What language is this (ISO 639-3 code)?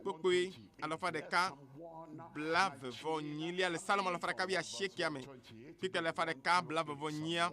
ewe